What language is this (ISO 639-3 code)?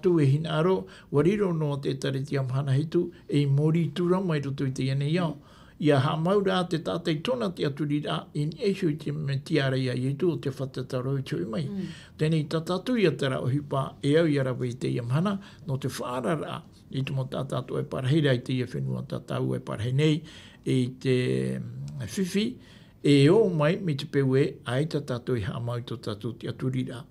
tah